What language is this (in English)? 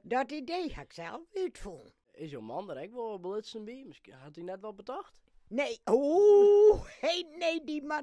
Western Frisian